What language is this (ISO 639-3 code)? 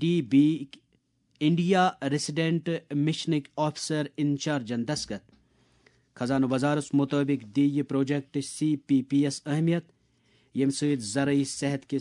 kas